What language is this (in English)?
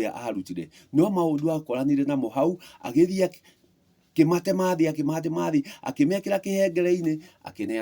Kikuyu